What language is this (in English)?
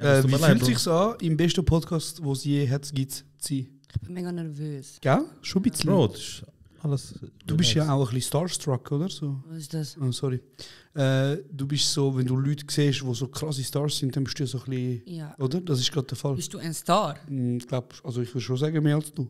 Swiss German